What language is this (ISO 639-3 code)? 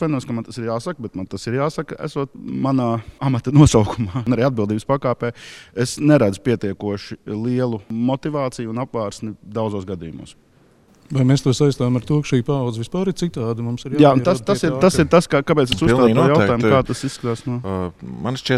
lav